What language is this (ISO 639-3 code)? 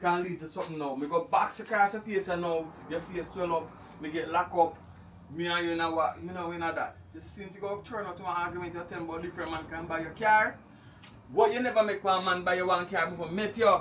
jam